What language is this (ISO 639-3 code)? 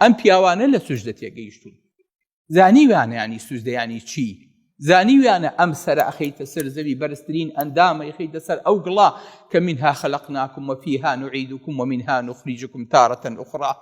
ckb